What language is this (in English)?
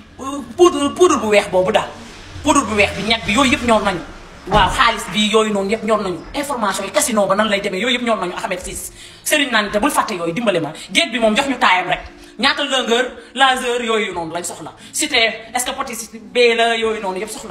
Wolof